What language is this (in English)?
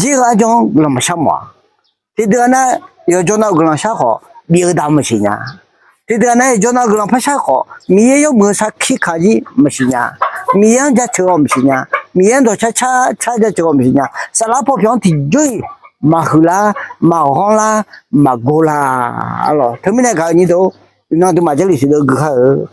Akha